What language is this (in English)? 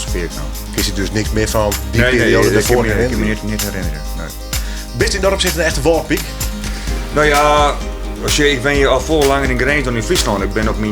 Western Frisian